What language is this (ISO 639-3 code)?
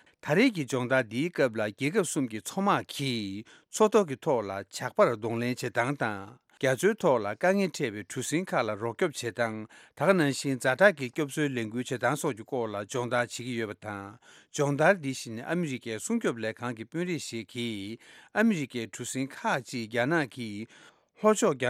bod